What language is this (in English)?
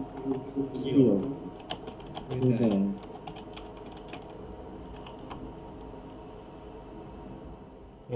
Ukrainian